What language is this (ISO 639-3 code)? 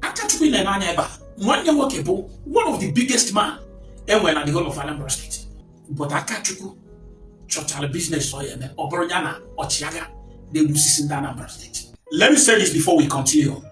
ibo